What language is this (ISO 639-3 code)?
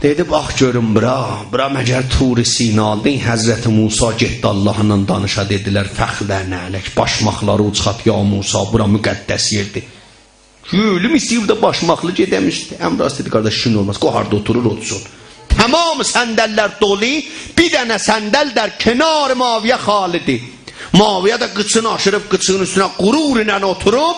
azb